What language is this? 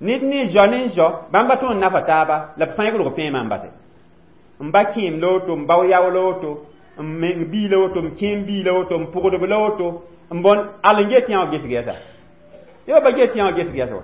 Mossi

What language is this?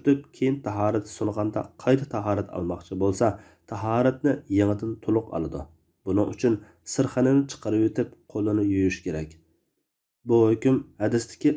Uyghur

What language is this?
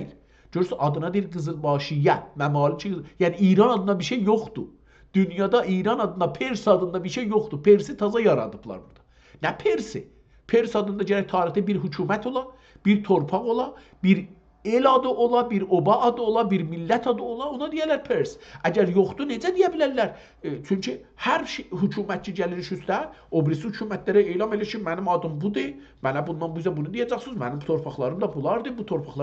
South Azerbaijani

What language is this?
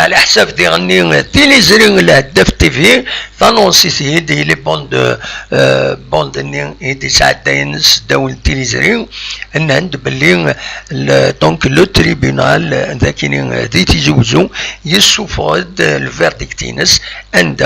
Kabyle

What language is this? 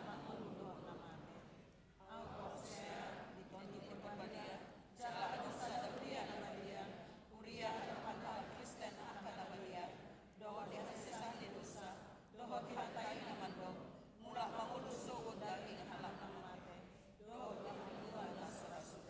Batak Toba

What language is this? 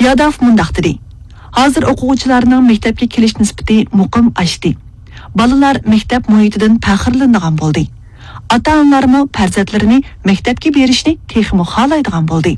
Uyghur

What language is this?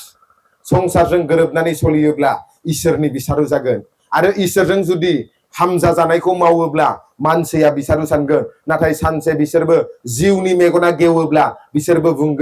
Bodo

